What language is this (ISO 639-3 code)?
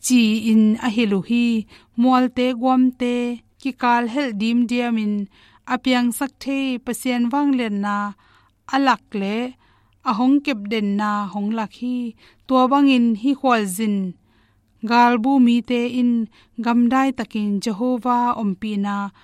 ctd